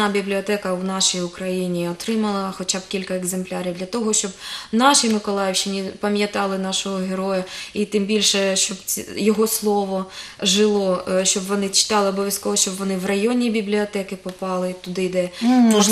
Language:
Ukrainian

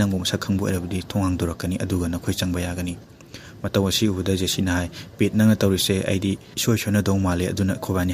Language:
Manipuri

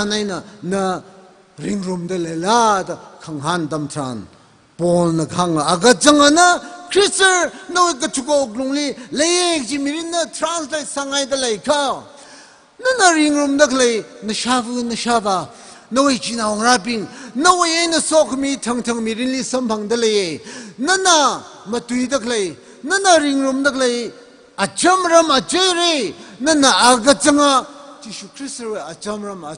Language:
Tangkhul Naga (India)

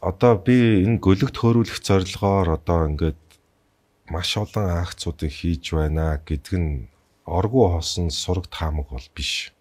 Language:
Mongolian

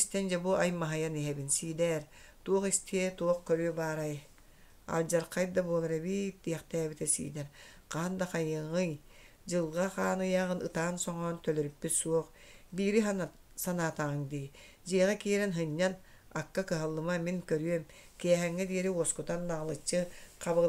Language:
Yakut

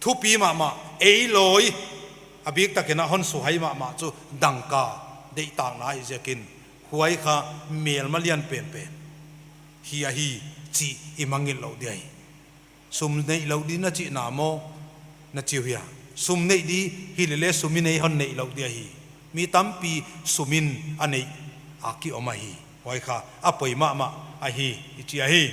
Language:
Paite Chin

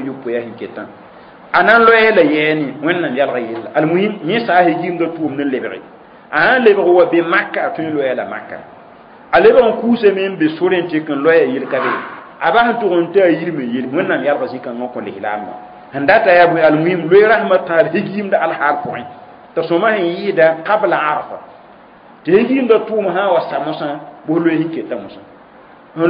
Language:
Mossi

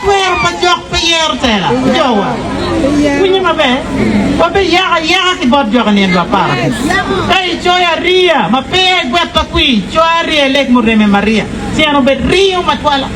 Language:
Acoli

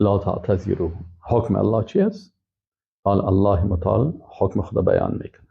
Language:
Persian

